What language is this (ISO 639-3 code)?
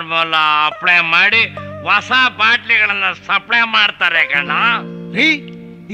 kan